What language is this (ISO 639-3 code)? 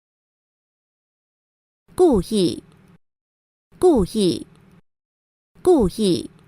hak